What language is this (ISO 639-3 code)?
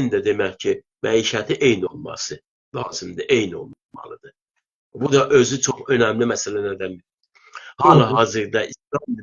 azb